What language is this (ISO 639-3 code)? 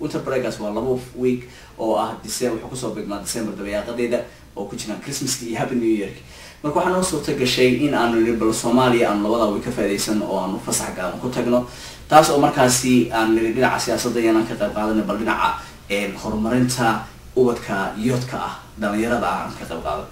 som